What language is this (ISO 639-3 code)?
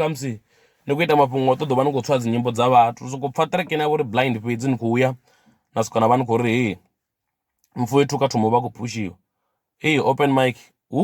ven